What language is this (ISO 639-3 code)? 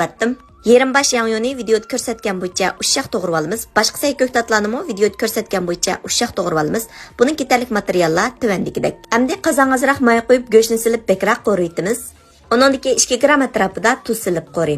uig